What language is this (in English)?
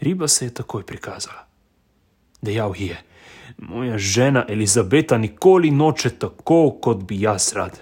Slovenian